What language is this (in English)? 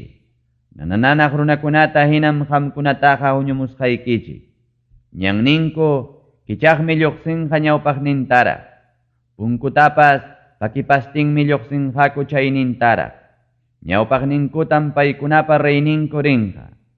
Ayacucho Quechua